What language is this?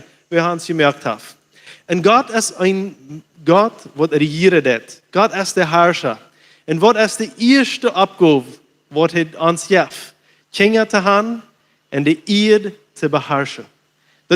Plautdietsch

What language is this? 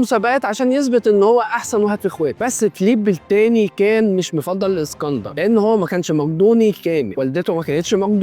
Egyptian Arabic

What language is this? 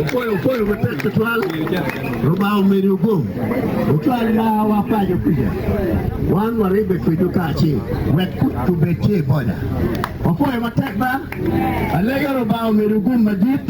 Acoli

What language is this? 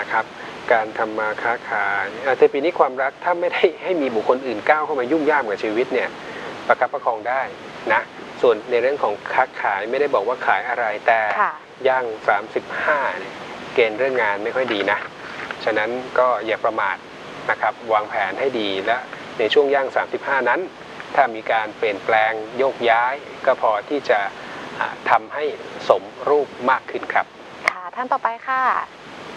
Thai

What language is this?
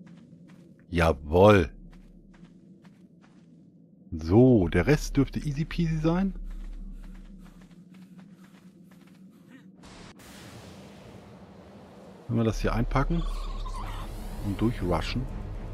German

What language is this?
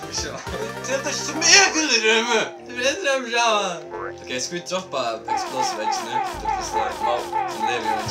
Faroese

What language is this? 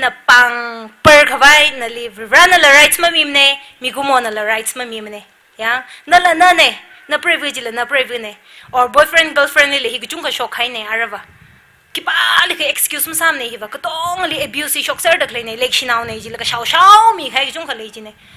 Tangkhul Naga (India)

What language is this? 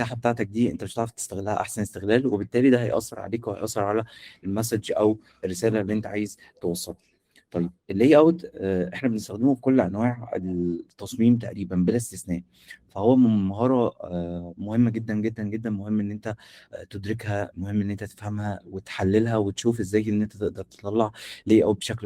Egyptian Arabic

